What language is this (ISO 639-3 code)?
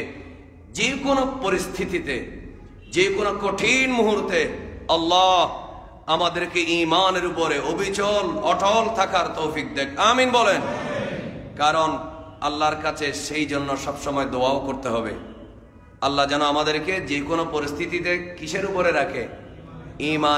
ben